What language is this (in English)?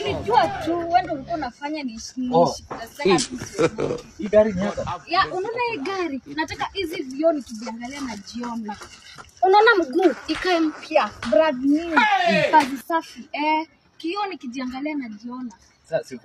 Swahili